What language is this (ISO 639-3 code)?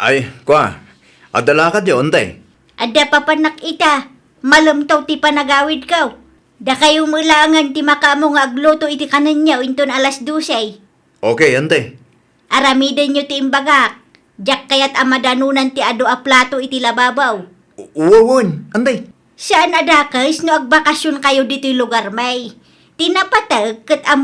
ilo